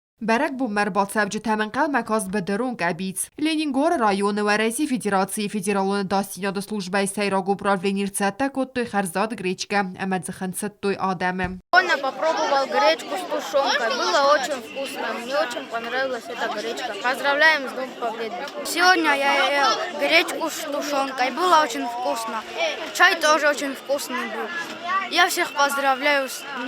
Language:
Ossetic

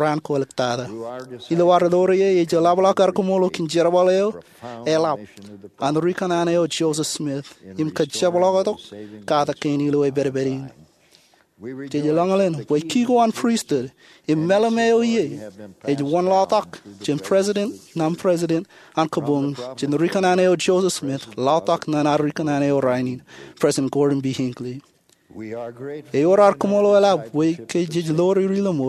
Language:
Marshallese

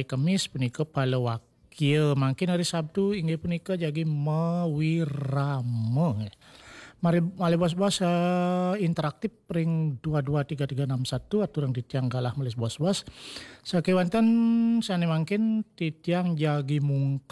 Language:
Balinese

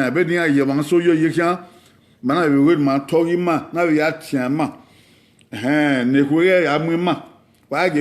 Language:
Bini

